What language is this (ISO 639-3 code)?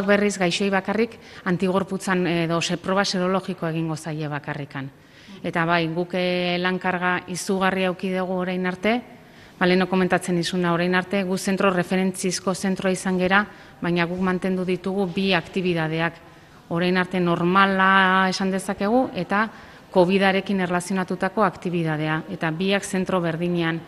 eus